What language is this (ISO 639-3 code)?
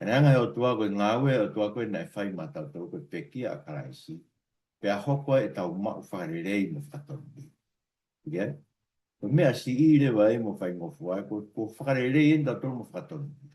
ton